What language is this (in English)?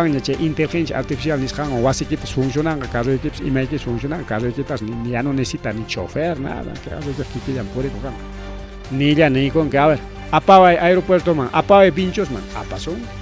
Ayacucho Quechua